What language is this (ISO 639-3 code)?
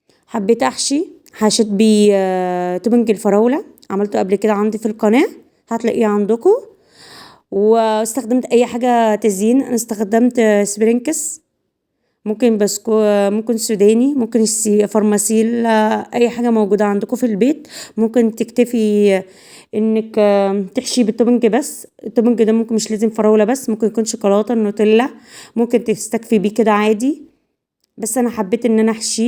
arz